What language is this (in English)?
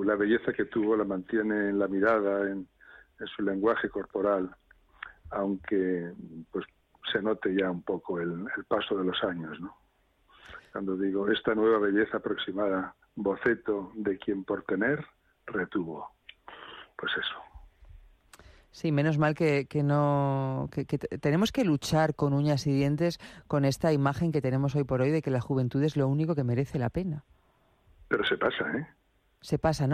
Spanish